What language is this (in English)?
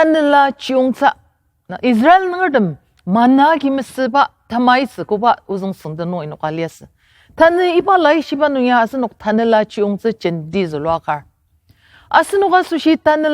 Ao Naga